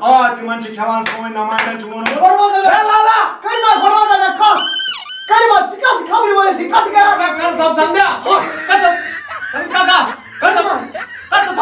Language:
Kashmiri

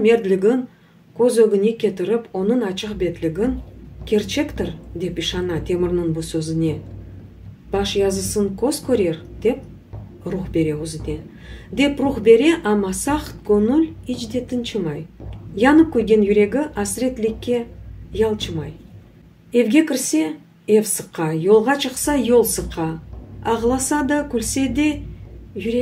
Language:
Crimean Tatar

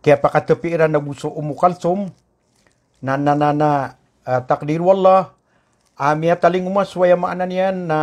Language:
Maranao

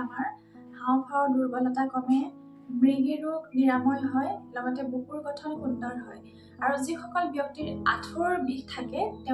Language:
Assamese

